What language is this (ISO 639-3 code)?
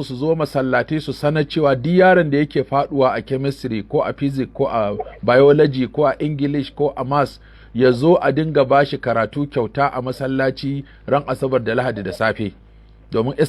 hau